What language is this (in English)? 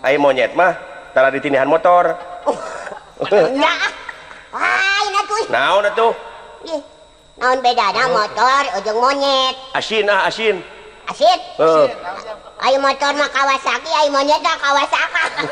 Sundanese